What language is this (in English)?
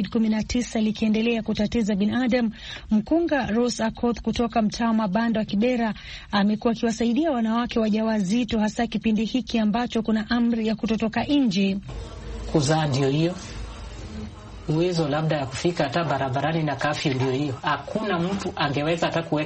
Swahili